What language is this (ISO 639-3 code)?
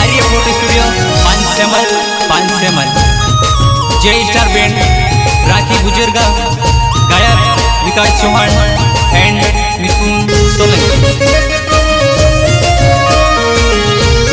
hin